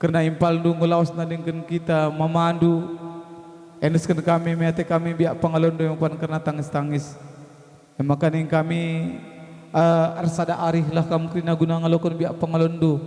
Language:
Batak Karo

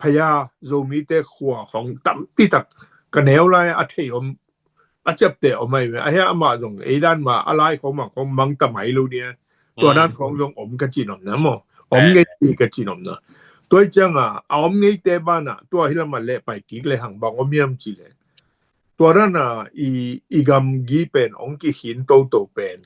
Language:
Tedim Chin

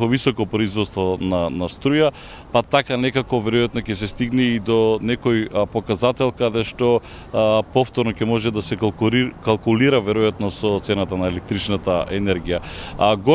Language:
Macedonian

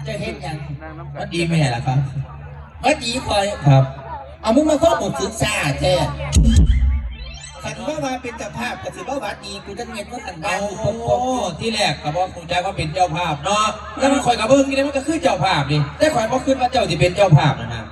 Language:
Lao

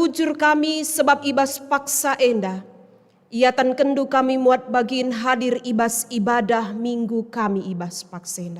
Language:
Batak Karo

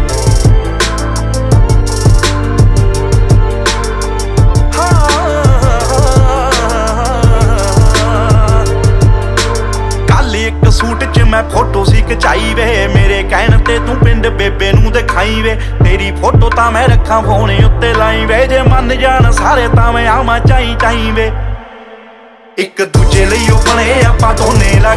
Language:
Punjabi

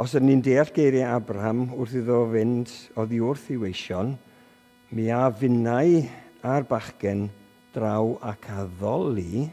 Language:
Welsh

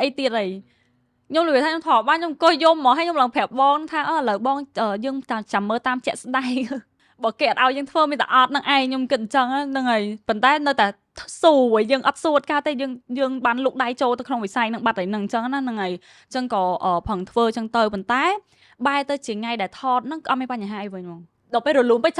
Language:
Khmer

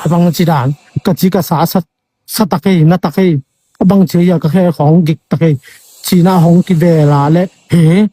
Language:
Tedim Chin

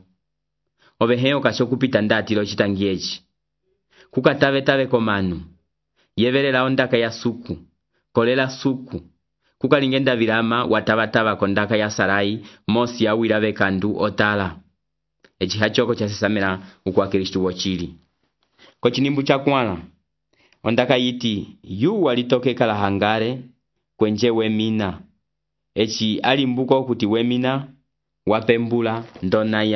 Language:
Umbundu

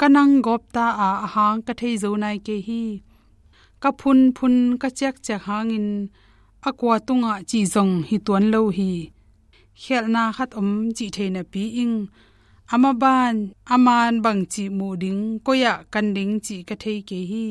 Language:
Tedim Chin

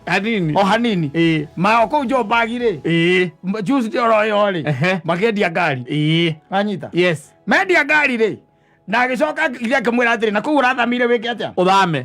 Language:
Kikuyu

